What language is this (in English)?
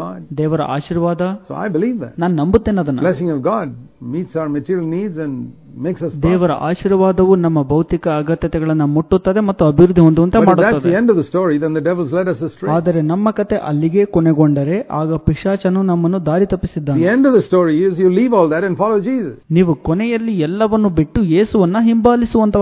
Kannada